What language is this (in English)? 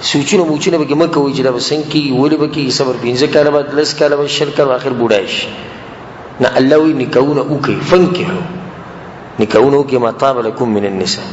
Pashto